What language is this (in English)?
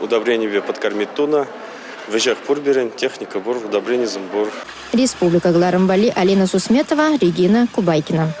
Chuvash